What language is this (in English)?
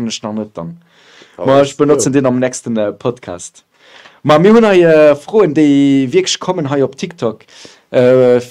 Luxembourgish